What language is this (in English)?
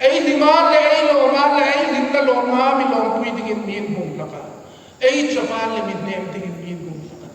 Hmar